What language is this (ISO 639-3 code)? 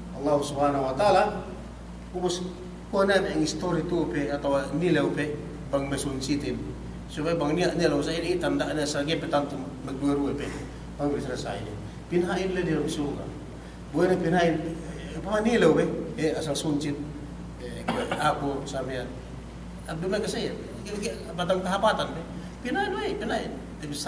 yka